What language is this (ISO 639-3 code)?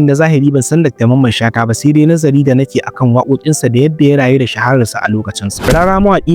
hau